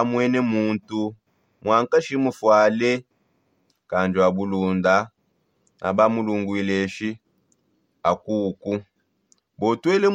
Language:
Songe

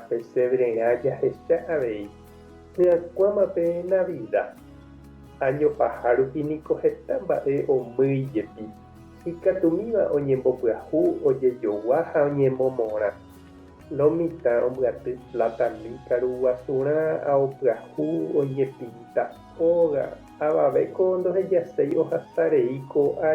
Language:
Guarani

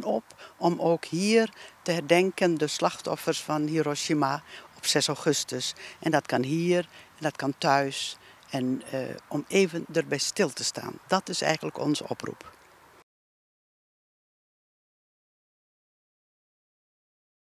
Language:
Dutch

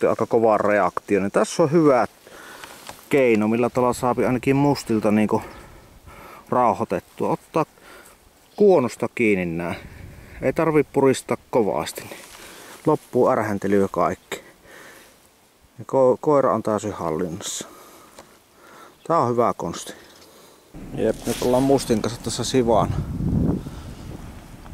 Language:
Finnish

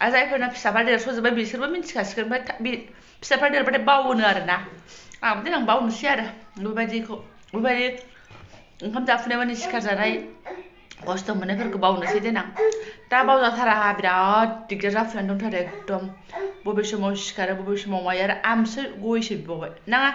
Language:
Bodo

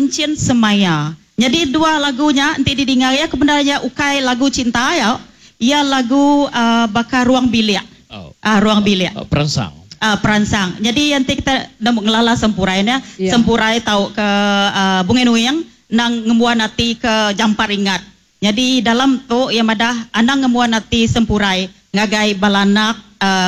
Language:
Iban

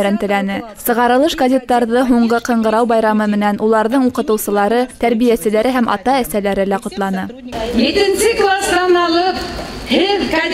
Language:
Bashkir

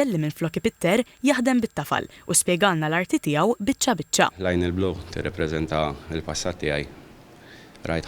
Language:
Maltese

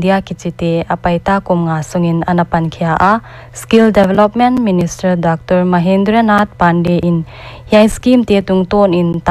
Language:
Paite Chin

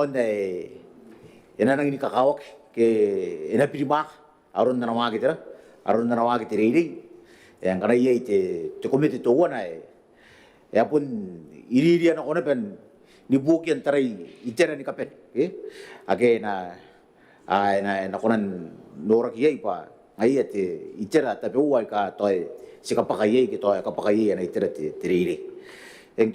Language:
Gilbertese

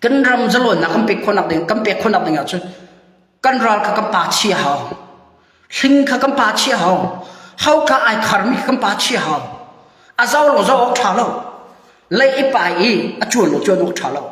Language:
Hakha Chin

